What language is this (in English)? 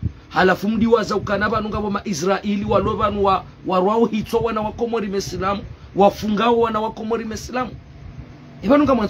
Ngazidja Comorian